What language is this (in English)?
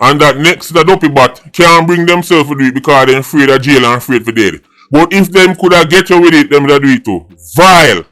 Jamaican Creole English